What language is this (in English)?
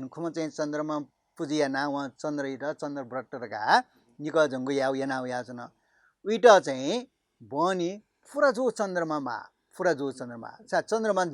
Newari